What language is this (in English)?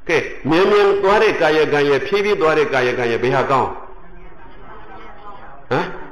Burmese